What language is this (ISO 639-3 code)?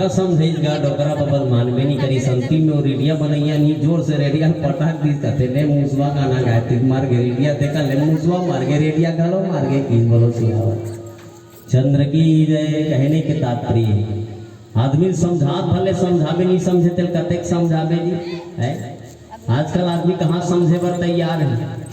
hne